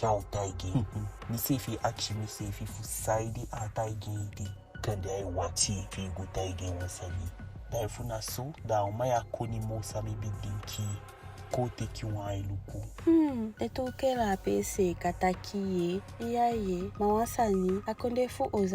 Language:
Eastern Maroon Creole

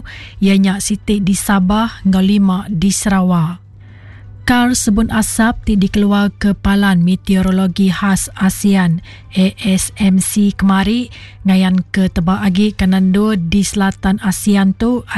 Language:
Iban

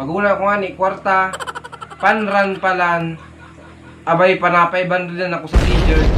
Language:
Bikol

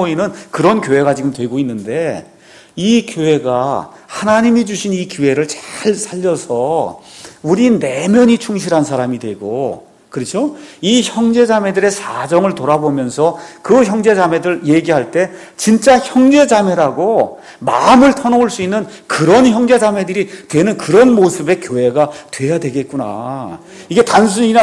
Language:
Korean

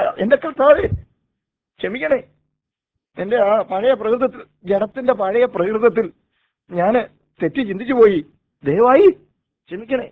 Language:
Malayalam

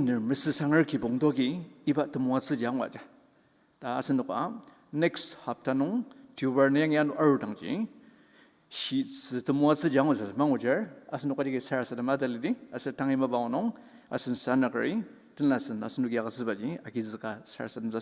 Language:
Ao Naga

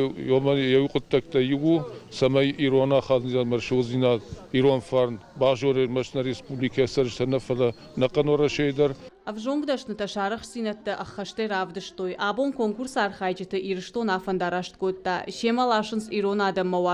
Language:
Ossetic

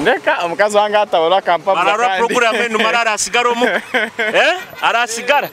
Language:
Nyoro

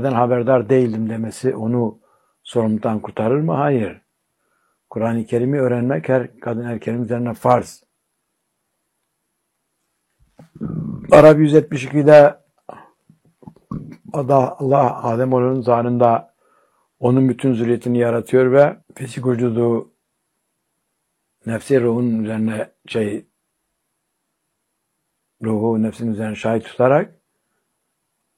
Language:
Turkish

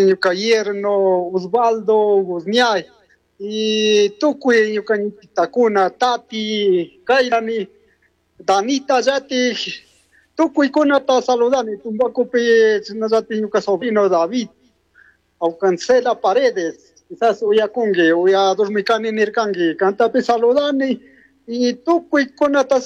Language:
Chimborazo Highland Quichua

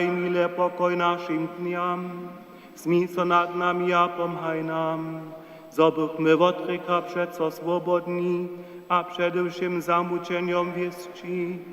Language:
Upper Sorbian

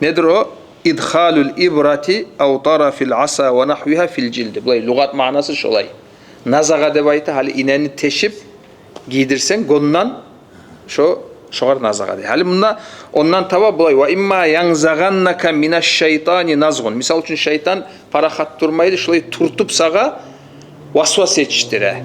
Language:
Kumyk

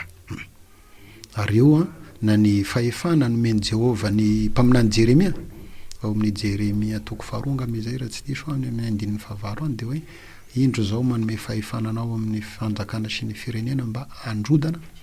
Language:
Malagasy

